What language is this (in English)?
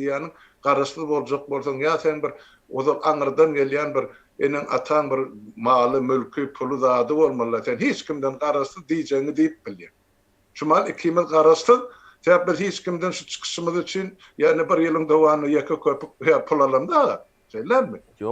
Turkmen